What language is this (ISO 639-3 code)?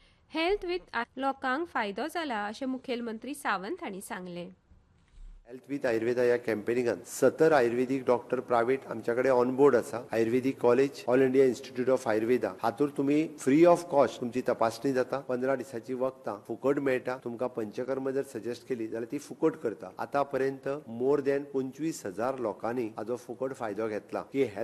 kok